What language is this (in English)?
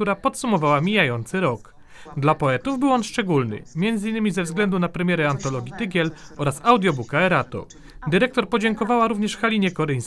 Polish